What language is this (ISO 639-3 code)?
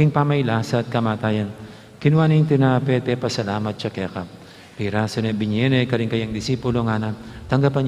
pam